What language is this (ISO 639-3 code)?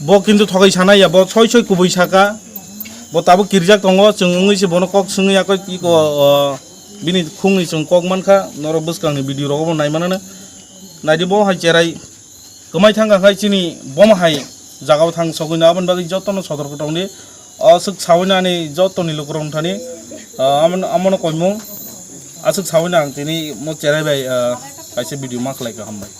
trp